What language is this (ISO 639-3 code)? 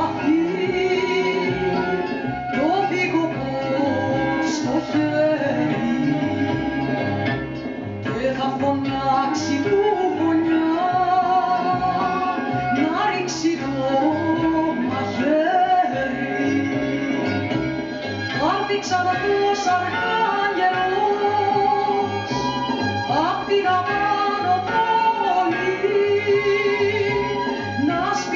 ell